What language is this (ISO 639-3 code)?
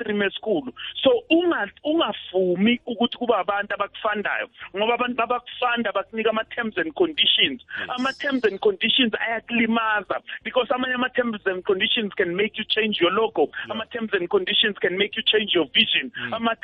nbl